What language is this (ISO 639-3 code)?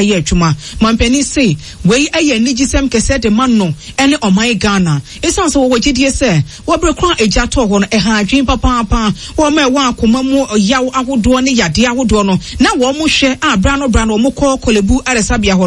aka